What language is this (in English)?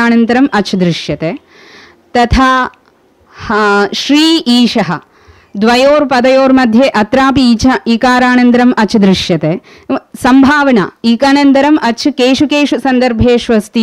Sanskrit